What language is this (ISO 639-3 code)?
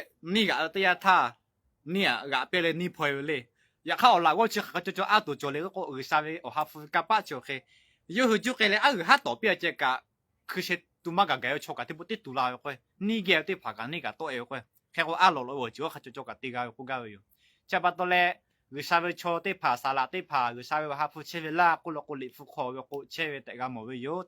lhu